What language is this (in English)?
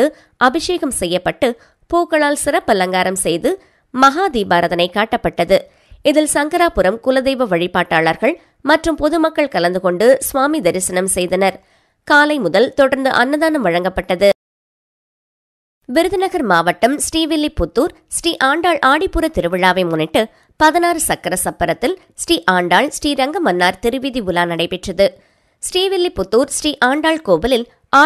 Tamil